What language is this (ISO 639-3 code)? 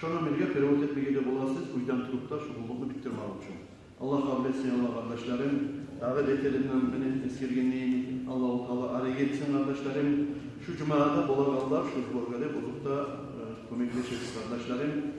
kum